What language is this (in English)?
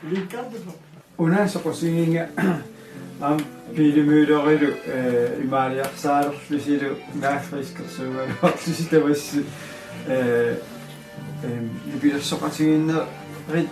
Kalaallisut